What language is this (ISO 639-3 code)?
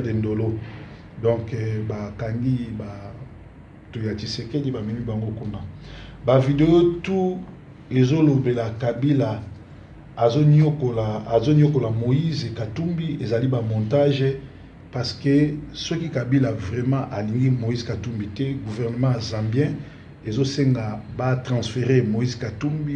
lin